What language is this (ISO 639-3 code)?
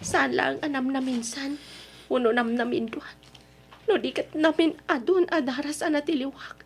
ilo